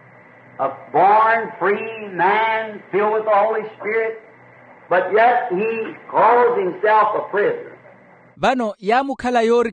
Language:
Makhuwa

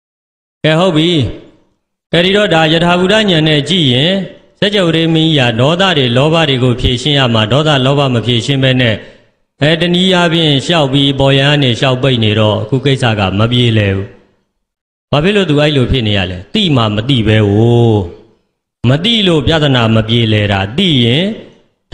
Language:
Burmese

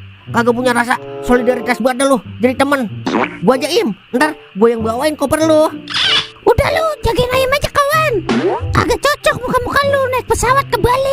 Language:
Betawi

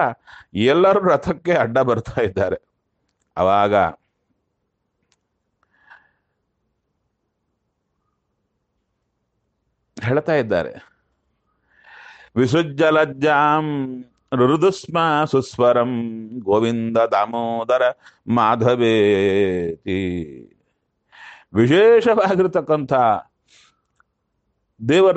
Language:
Kannada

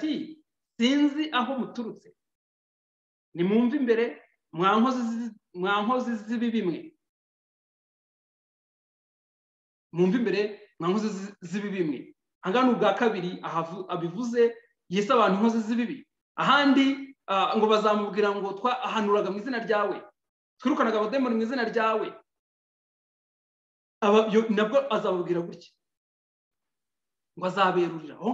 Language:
Kinyarwanda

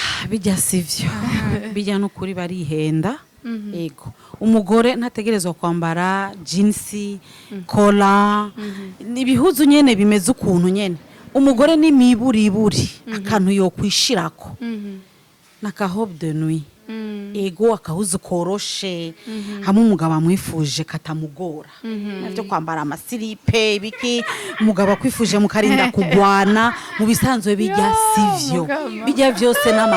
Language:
Rundi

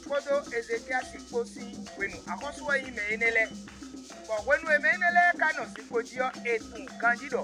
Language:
Fon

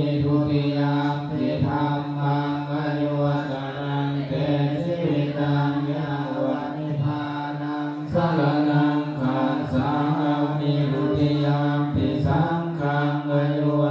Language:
Pali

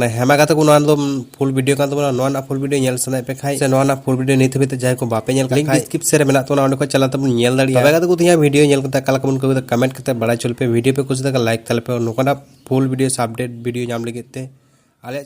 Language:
Santali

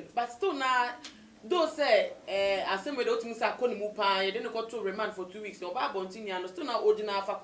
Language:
Akan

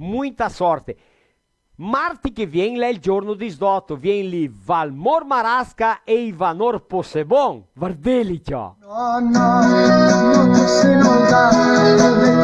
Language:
Venetian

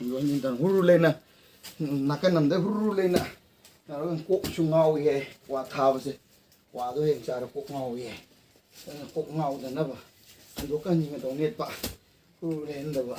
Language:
Manipuri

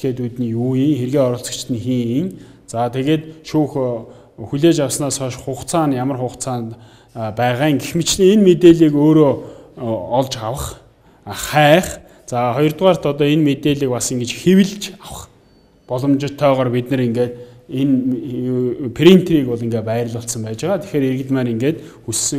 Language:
Mongolian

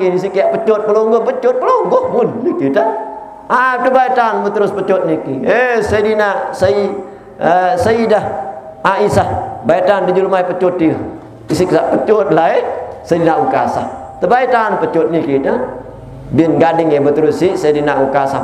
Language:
Sasak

